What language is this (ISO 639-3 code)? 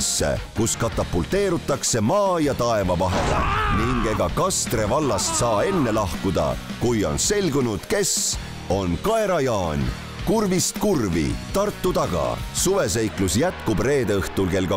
est